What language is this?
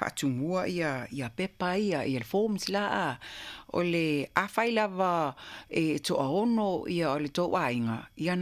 Samoan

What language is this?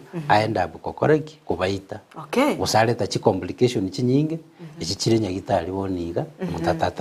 Gusii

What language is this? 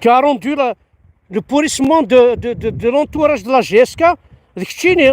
Kabyle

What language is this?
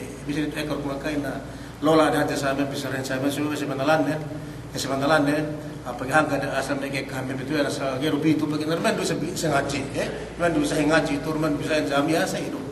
Yakan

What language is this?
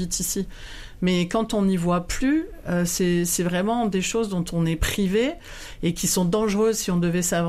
French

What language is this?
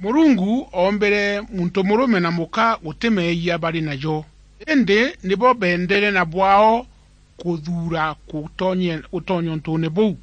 Meru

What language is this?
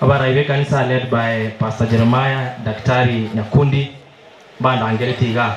Gusii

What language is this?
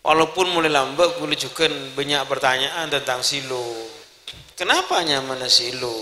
Madurese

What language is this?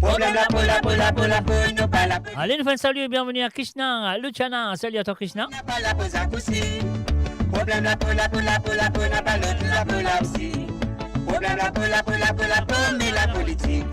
Morisyen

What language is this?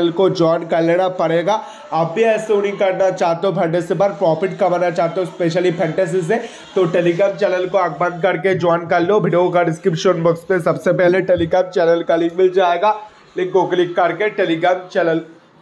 Hindi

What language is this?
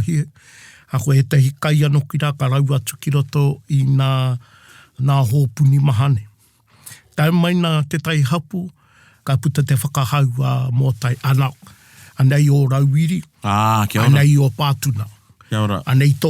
Māori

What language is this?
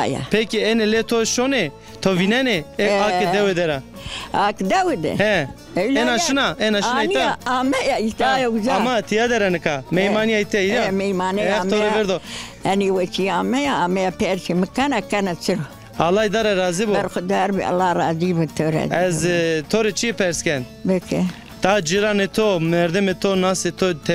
Zaza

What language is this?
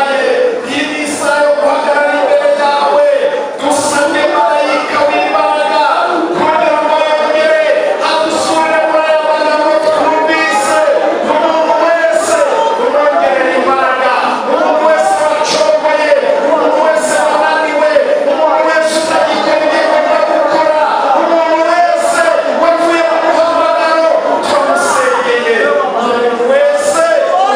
Kinyarwanda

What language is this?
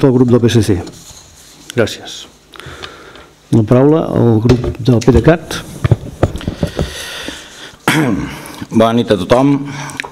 Catalan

